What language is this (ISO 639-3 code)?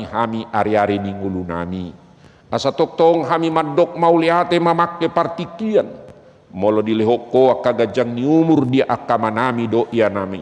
bbc